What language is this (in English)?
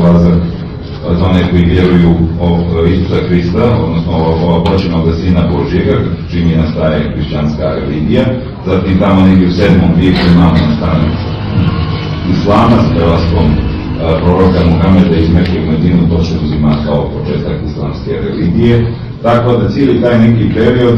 Serbian